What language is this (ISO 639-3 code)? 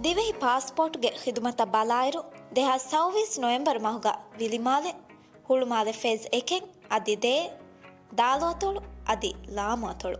div